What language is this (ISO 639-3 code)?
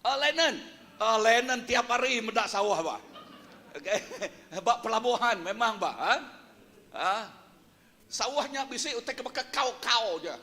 iba